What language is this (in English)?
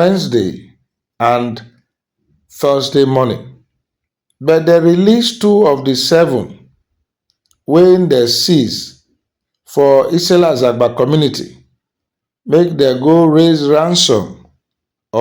Nigerian Pidgin